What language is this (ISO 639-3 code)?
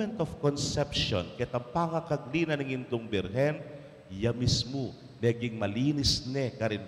pam